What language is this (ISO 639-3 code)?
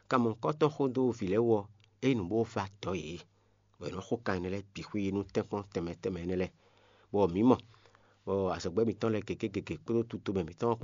fon